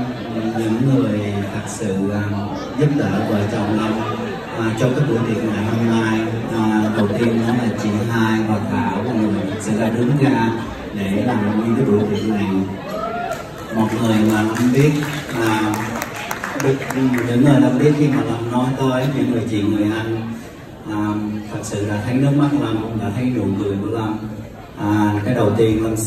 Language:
Vietnamese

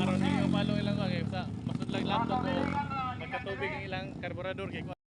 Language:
Cebuano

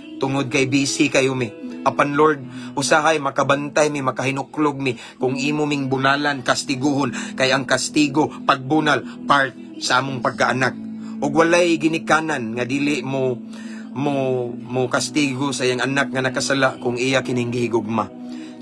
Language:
Cebuano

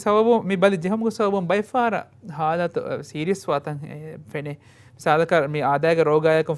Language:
Divehi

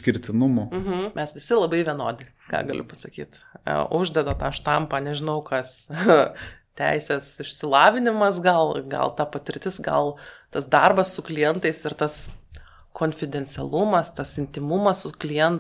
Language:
Lithuanian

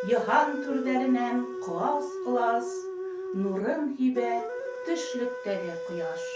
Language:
Bashkir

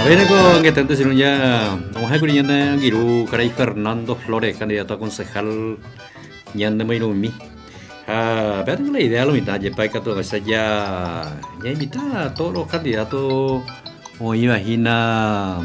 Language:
Guarani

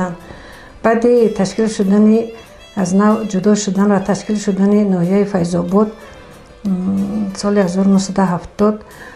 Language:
Tajik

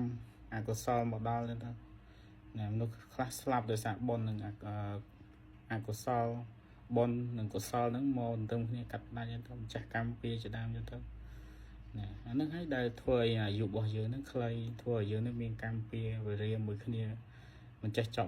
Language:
Khmer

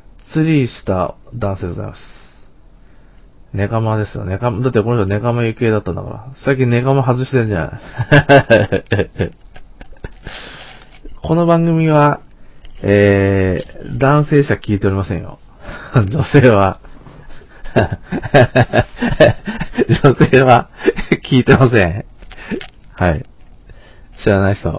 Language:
Japanese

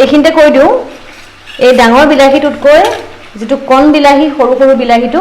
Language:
Assamese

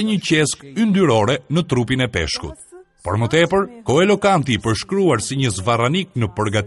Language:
Albanian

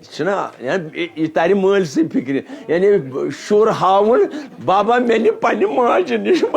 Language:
Kashmiri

